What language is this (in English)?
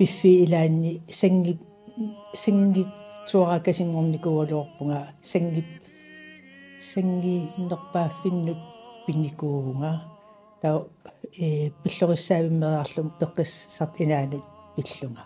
Kalaallisut